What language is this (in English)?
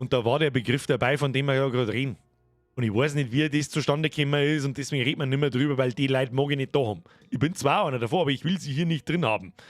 Bavarian